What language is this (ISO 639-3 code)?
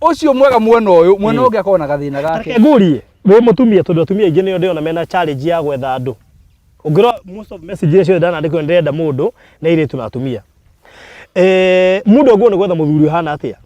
kik